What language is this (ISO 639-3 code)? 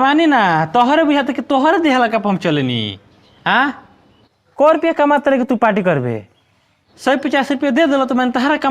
bho